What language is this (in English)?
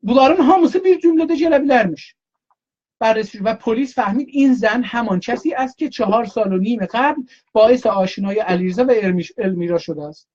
South Azerbaijani